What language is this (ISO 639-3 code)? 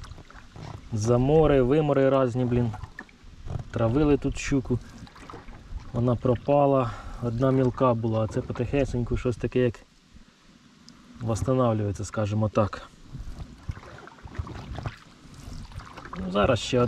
ukr